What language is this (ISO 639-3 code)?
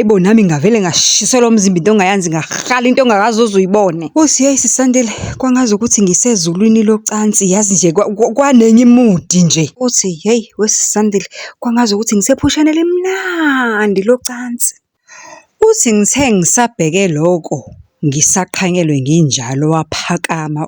zul